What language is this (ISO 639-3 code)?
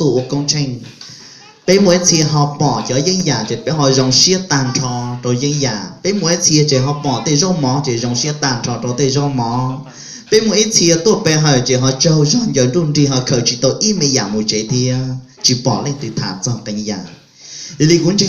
hmn